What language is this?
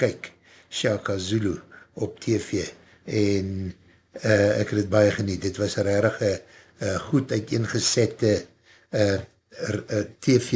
Afrikaans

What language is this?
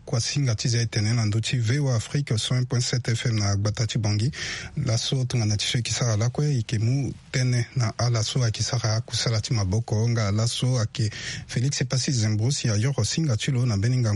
Sango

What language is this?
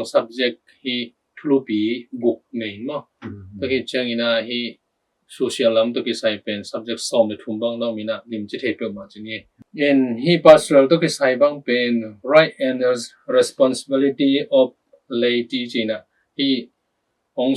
Tedim Chin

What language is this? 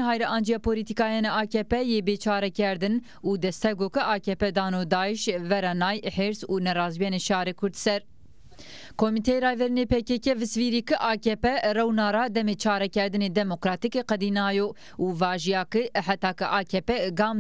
Zaza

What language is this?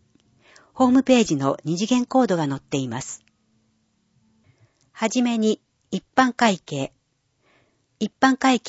Japanese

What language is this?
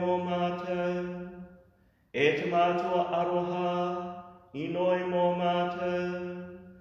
Māori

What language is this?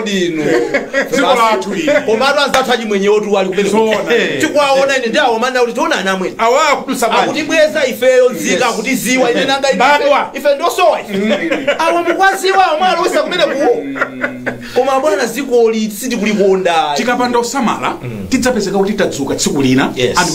Nyanja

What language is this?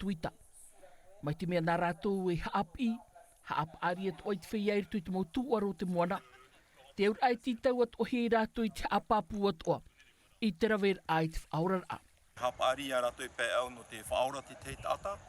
Tahitian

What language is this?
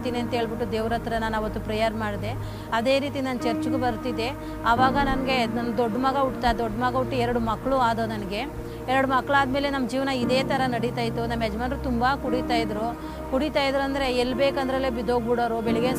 Kannada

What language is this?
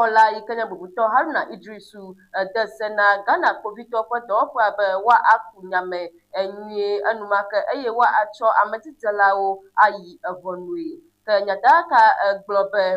Ewe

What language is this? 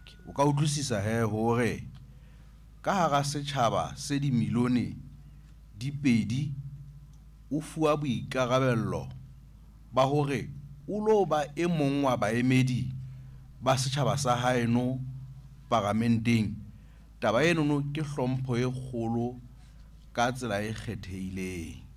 Southern Sotho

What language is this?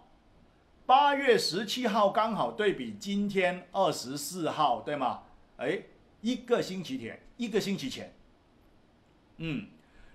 Chinese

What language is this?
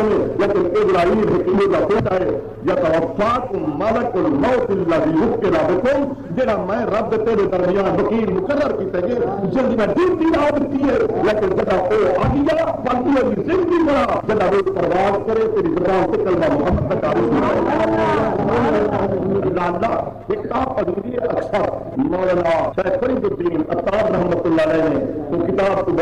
Saraiki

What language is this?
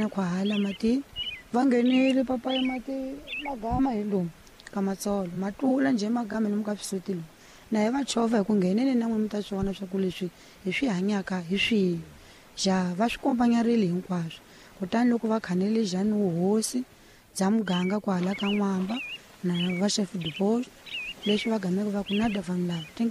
Tsonga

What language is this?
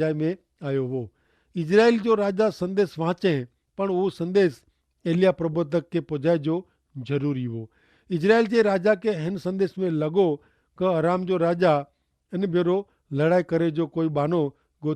Kachhi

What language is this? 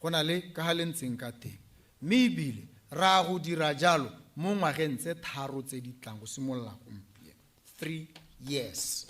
Tswana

